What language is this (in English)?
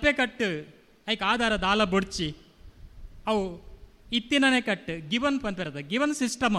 Tulu